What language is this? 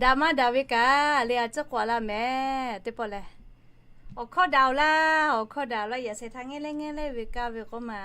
Lahu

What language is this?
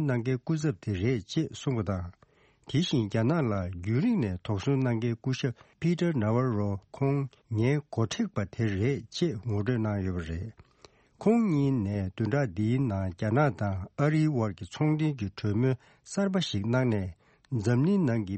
Tibetan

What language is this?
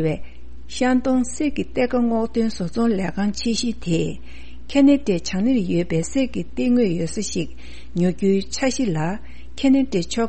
Tibetan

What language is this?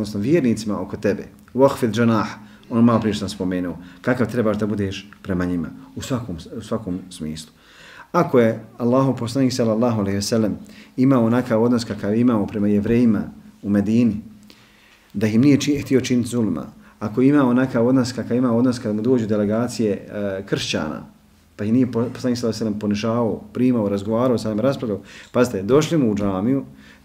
Bosnian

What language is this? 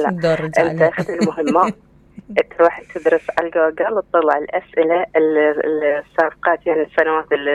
Mesopotamian Arabic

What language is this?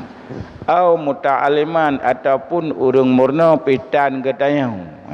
Achinese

